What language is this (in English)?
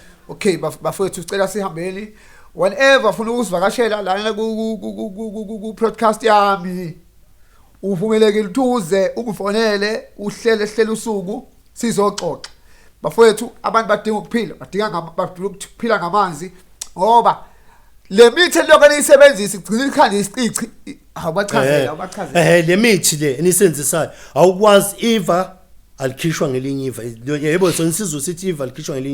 Zulu